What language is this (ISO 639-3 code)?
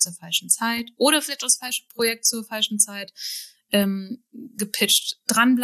deu